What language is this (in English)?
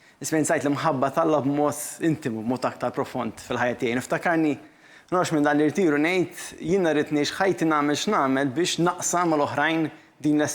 Maltese